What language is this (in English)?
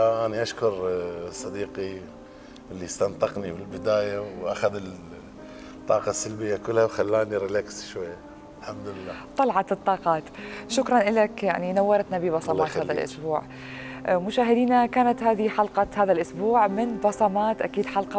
Mesopotamian Arabic